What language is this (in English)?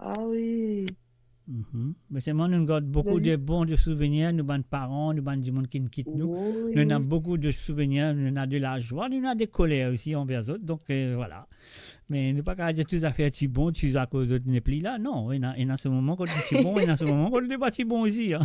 Morisyen